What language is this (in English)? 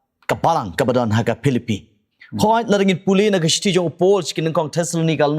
Khasi